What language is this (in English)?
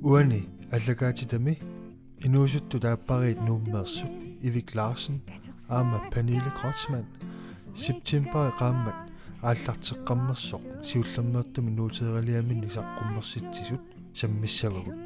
Kalaallisut